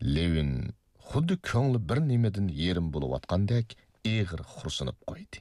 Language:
Uyghur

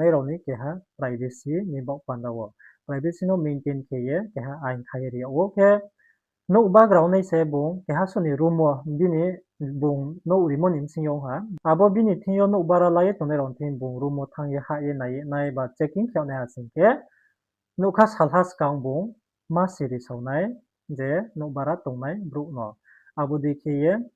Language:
Riang (India)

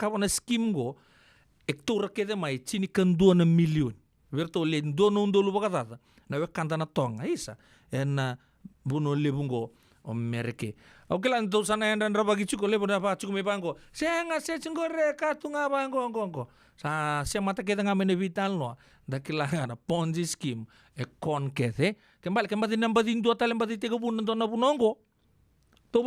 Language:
Fijian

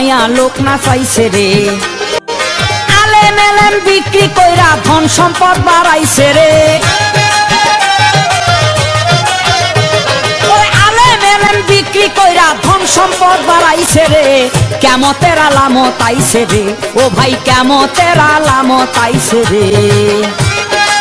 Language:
Bangla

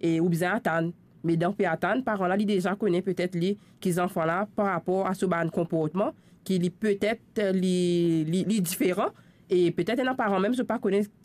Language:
Morisyen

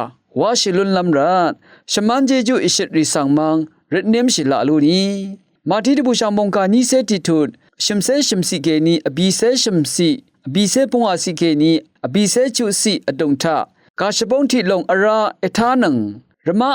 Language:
Rawang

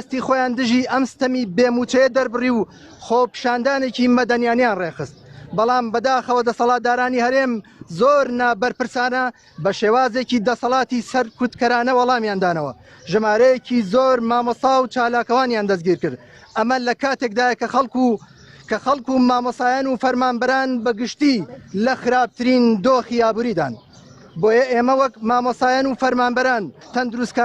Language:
Central Kurdish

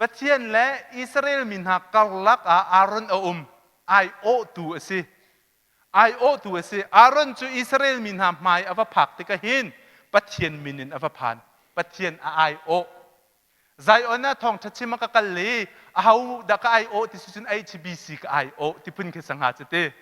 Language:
Hakha Chin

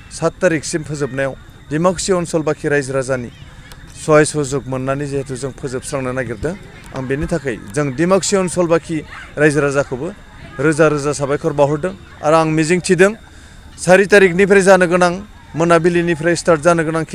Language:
Bodo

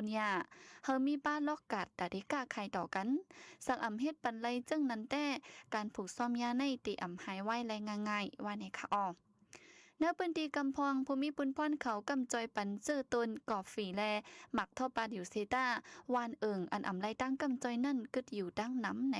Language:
Shan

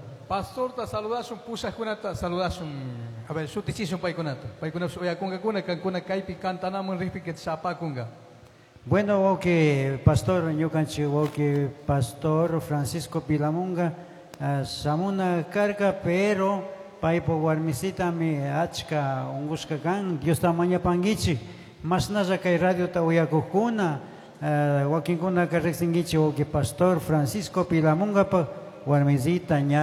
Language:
Chimborazo Highland Quichua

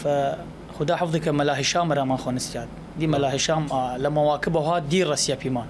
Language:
Southern Kurdish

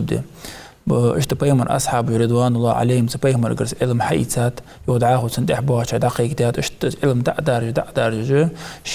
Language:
Ingush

